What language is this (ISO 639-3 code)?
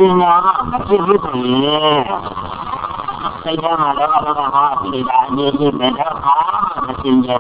mya